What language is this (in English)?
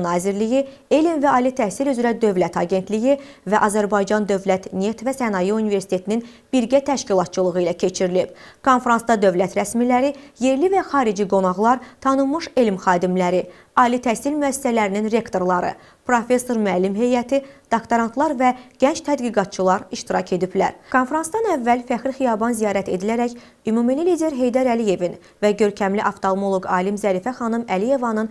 Azerbaijani